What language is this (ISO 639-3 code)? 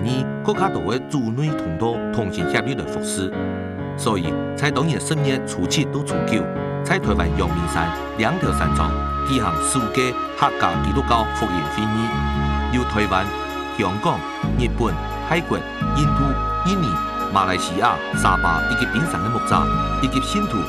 hak